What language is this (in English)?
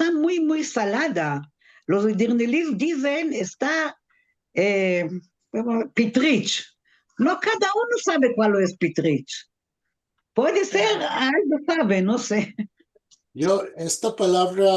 Ladino